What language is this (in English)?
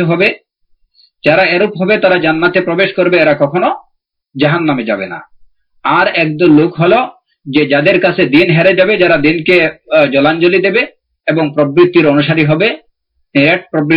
Bangla